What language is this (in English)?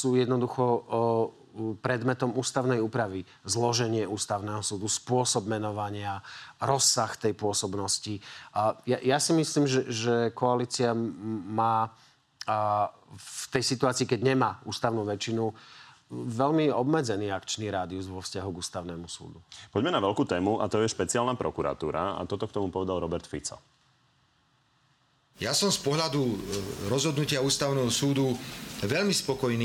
Slovak